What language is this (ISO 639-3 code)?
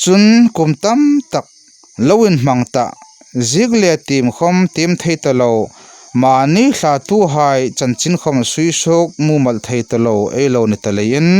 hmr